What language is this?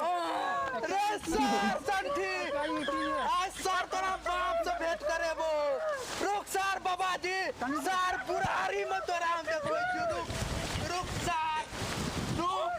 Maithili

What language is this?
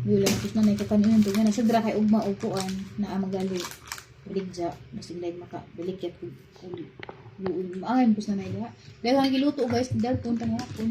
Cebuano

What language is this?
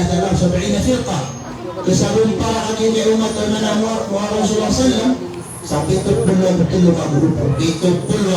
Maranao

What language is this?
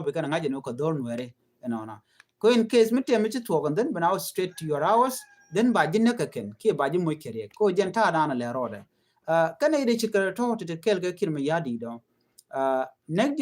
Nuer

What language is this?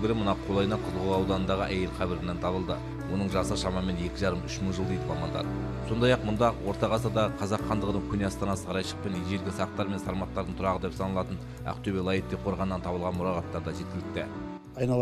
Kazakh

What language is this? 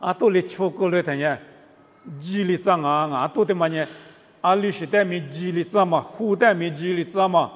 Lisu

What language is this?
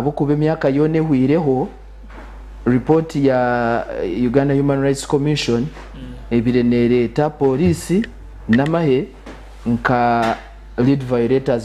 Nyankole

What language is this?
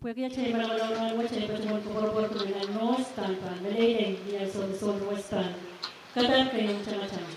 Pohnpeian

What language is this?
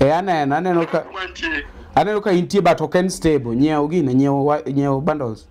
Luo (Kenya and Tanzania)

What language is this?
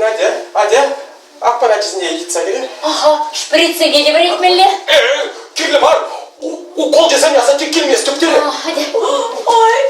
Chuvash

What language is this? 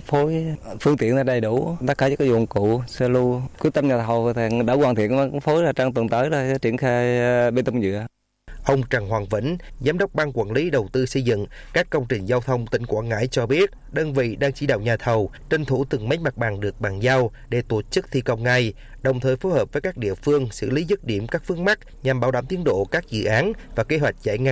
Vietnamese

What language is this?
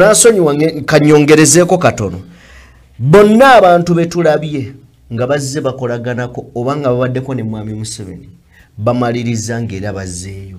Ganda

